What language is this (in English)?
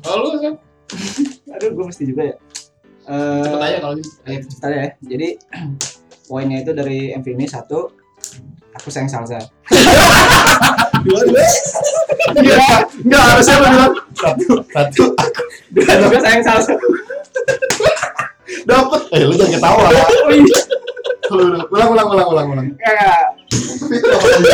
Indonesian